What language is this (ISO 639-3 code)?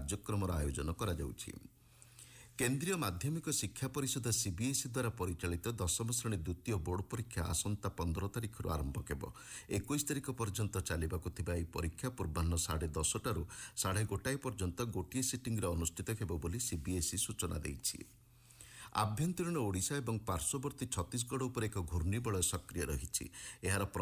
ori